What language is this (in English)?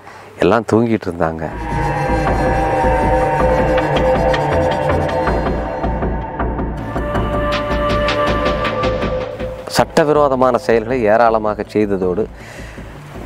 Tamil